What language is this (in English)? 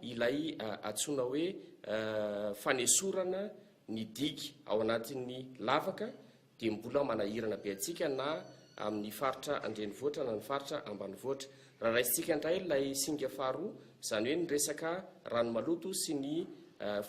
Malagasy